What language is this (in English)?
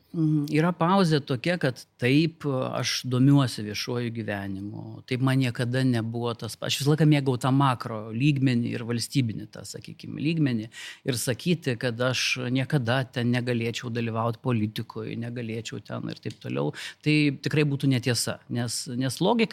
Lithuanian